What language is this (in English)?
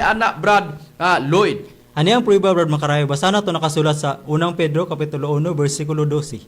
Cebuano